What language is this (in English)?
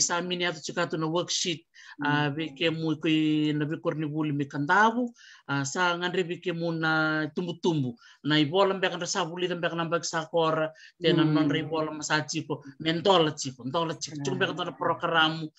Fijian